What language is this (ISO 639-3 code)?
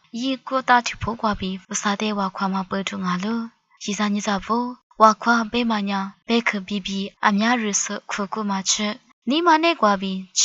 lis